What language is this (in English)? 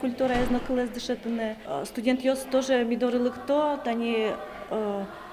Udmurt